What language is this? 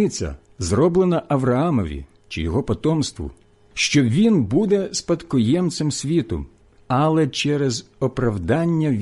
Ukrainian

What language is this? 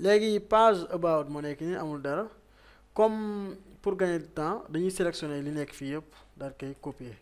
Wolof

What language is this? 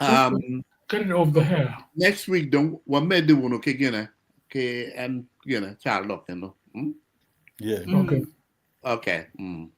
Acoli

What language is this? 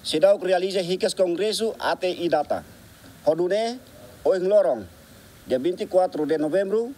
Tetum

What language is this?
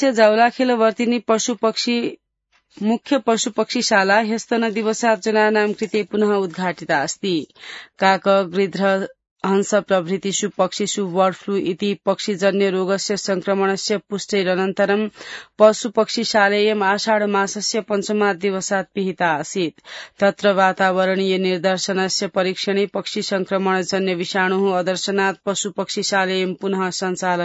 Sanskrit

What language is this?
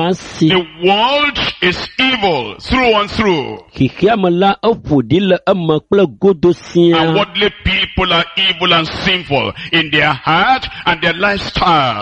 Ewe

